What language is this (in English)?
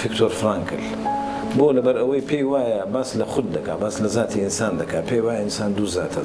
Central Kurdish